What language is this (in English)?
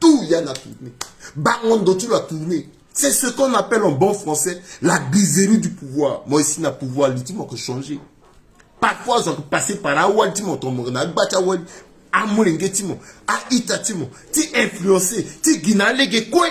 Sango